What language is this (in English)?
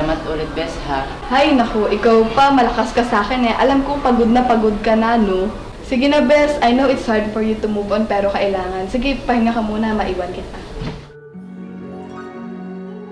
Filipino